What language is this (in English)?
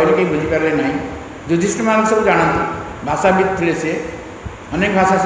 Odia